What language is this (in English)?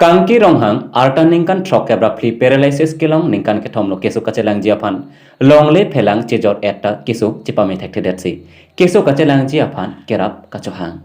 Karbi